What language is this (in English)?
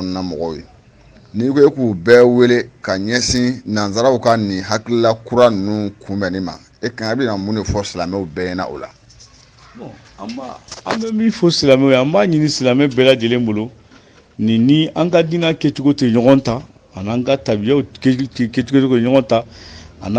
Bambara